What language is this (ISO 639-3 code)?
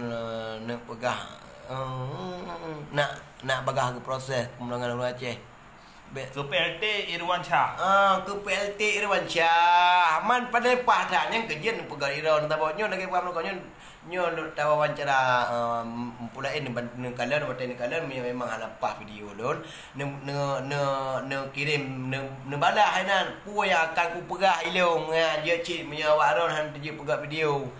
ace